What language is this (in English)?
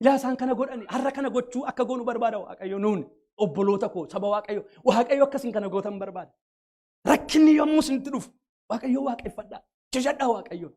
Oromo